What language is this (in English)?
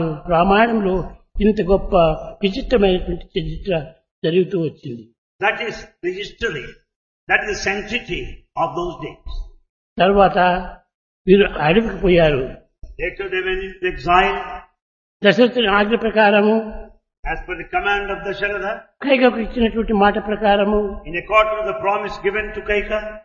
Telugu